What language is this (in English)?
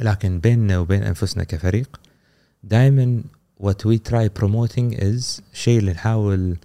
Gulf Arabic